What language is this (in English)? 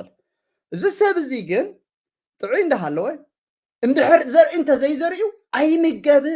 Tigrinya